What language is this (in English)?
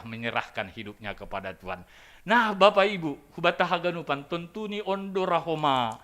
Batak Simalungun